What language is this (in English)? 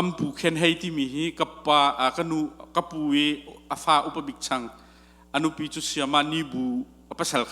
Hakha Chin